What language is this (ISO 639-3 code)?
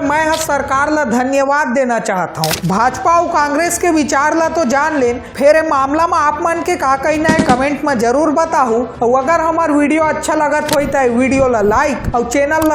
hne